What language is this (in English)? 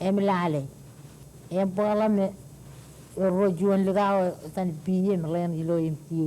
Marshallese